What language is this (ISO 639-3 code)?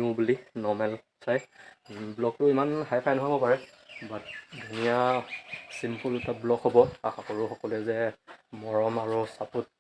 asm